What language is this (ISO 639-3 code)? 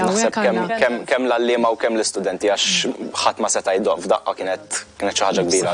mlt